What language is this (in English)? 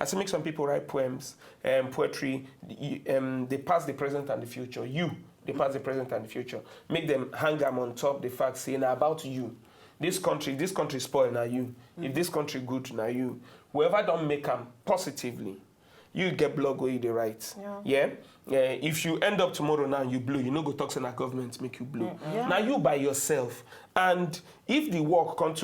Nigerian Pidgin